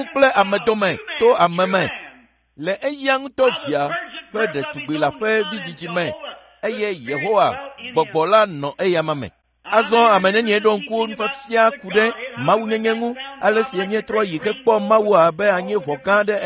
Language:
Ewe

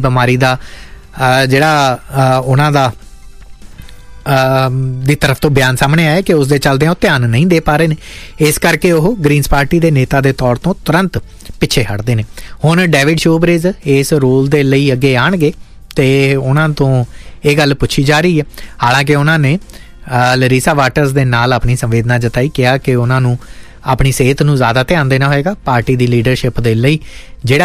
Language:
Punjabi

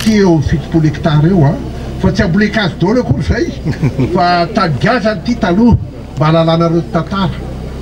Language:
Malagasy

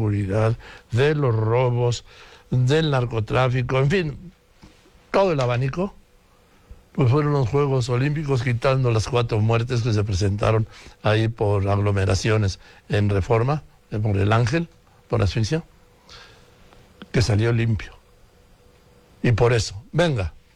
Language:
Spanish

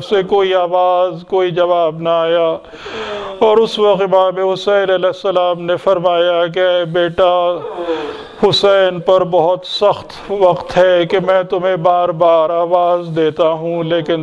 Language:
Urdu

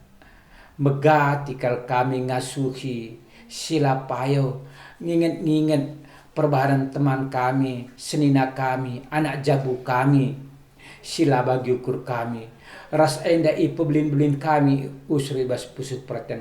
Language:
Batak Karo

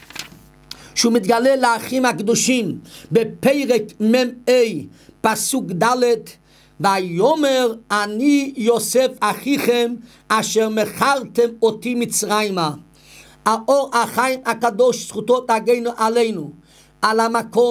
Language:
Hebrew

